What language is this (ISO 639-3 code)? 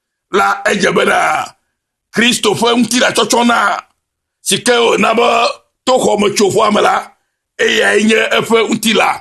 ewe